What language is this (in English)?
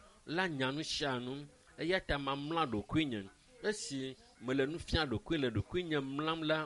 Ewe